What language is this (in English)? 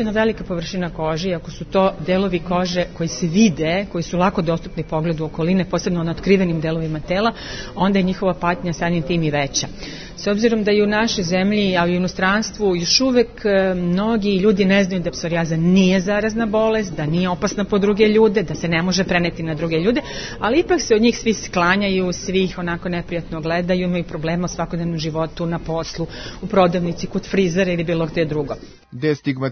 Serbian